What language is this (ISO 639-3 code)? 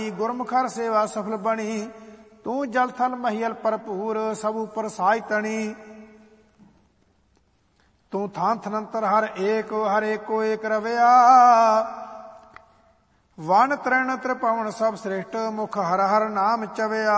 pan